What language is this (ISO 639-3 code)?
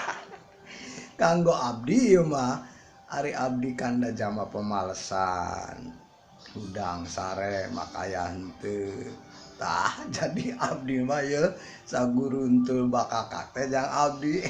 sun